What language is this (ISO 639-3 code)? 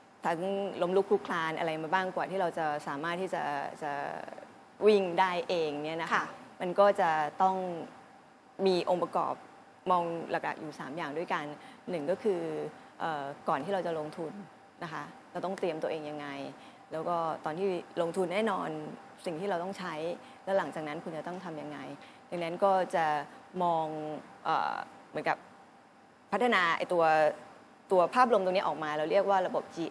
tha